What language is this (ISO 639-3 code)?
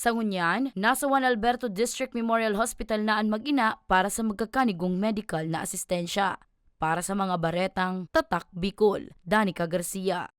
bik